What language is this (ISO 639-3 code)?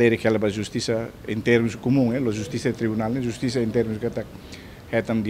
tet